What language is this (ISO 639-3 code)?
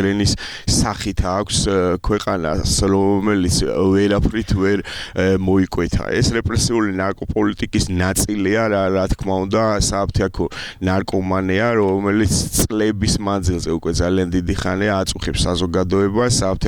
kat